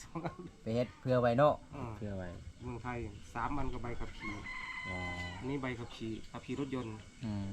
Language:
Lao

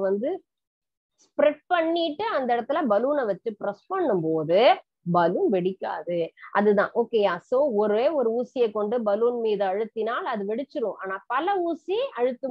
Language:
Tamil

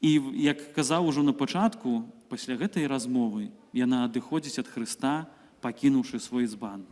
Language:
Belarusian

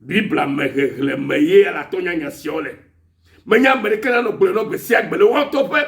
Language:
Ewe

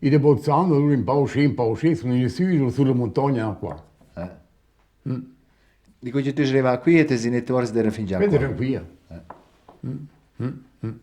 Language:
Romansh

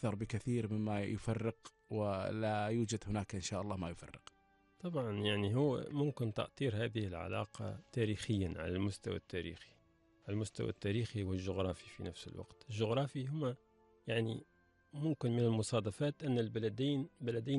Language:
Gulf Arabic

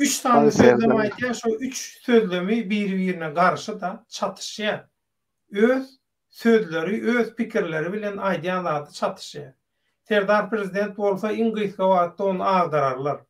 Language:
Turkmen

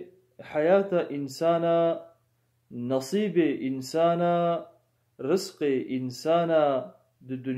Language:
Kurdish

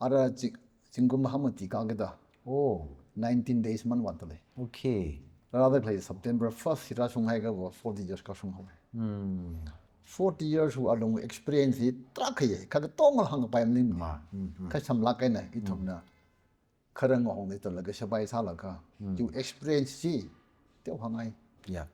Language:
Tangkhul Naga (India)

